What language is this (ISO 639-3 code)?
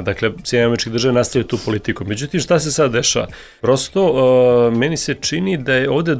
srp